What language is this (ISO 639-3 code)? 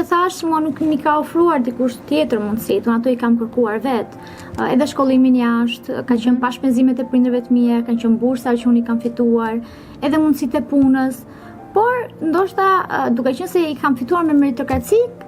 sqi